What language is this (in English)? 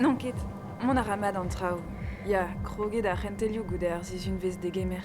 Breton